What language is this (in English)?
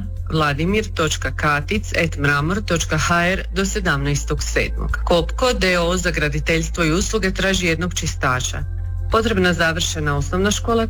Croatian